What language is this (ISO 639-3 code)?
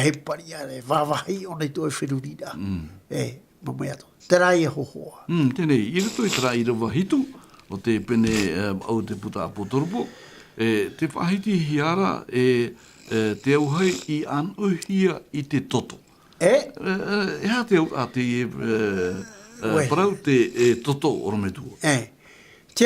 tah